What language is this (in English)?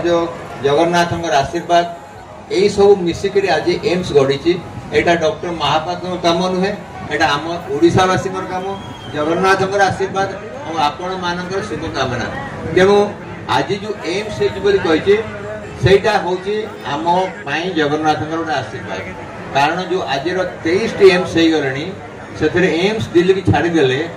Odia